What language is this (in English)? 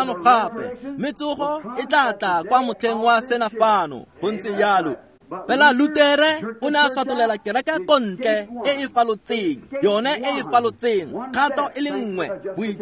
Tswana